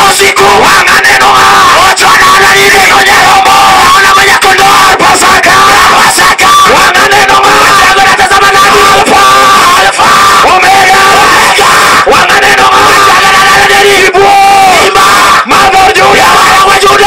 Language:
Luo (Kenya and Tanzania)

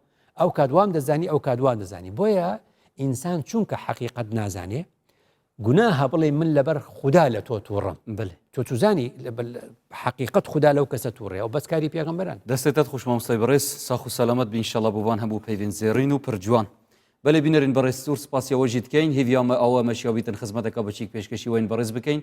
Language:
Central Kurdish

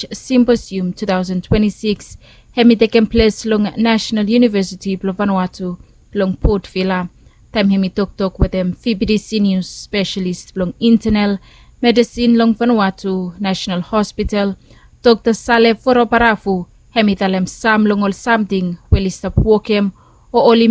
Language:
Bislama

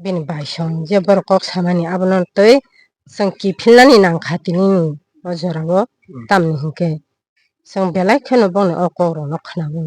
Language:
Kok Borok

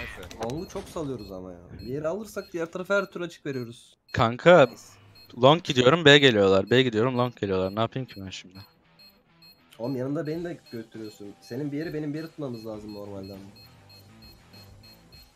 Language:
Turkish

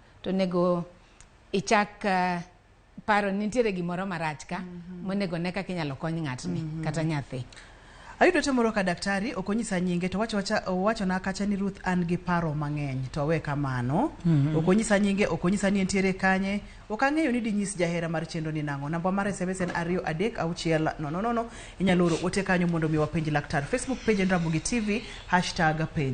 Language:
Luo (Kenya and Tanzania)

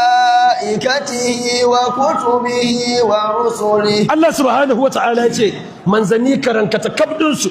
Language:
Hausa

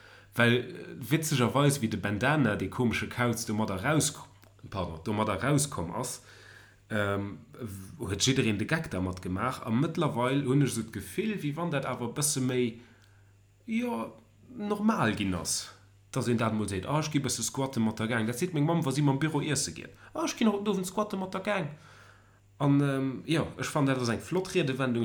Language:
Luxembourgish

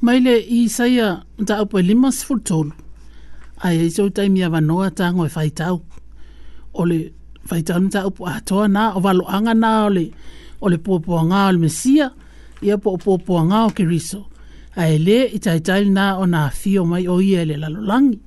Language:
Samoan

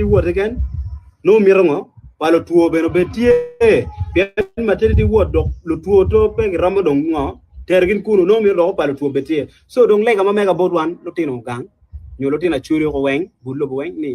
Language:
Acoli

